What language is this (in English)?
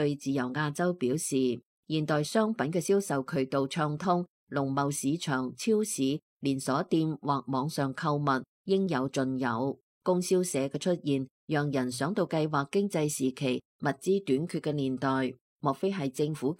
Cantonese